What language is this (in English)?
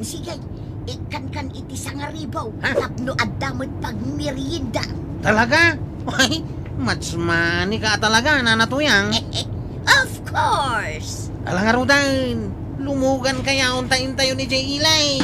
Iloko